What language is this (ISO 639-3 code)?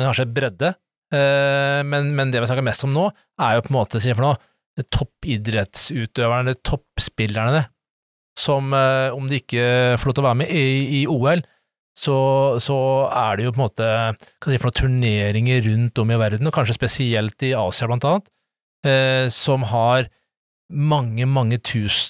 nor